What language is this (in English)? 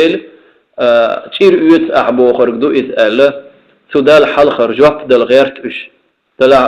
Chechen